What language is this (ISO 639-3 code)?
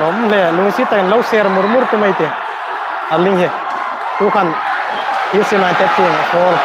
hmr